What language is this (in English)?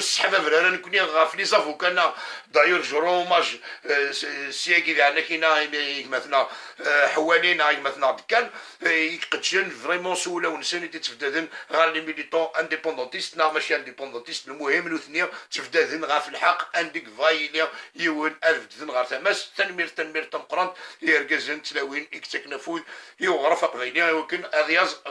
Kabyle